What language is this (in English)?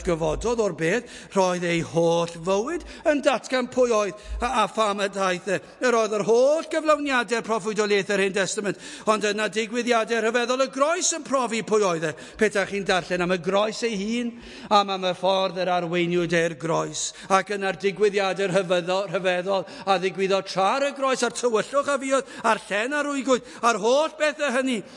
Welsh